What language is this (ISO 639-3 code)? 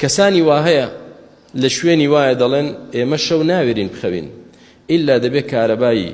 ckb